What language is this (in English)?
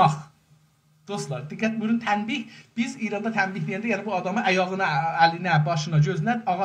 South Azerbaijani